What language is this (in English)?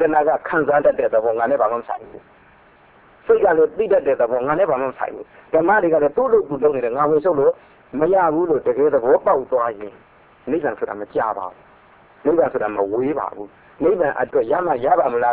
Burmese